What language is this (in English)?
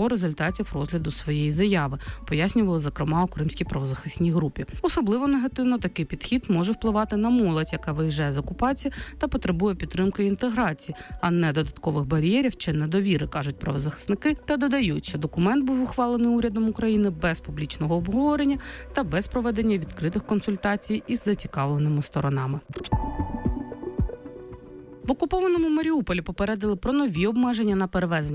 Ukrainian